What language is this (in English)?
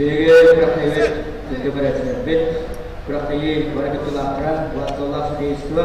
Yakut